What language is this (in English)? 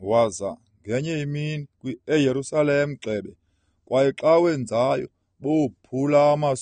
Xhosa